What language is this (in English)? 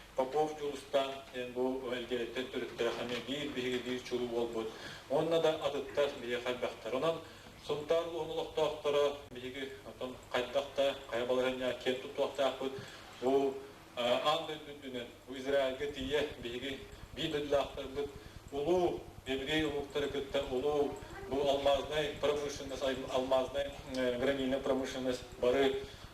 Yakut